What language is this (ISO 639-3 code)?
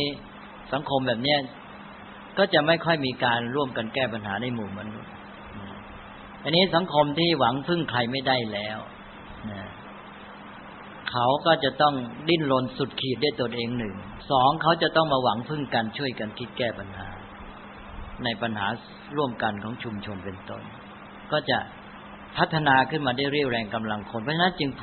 tha